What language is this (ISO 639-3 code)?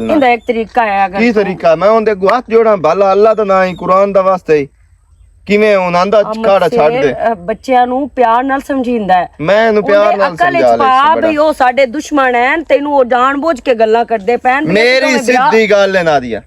lah